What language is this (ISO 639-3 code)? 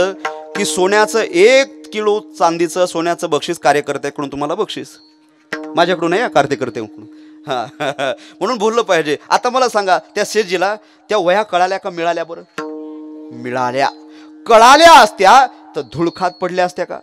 mar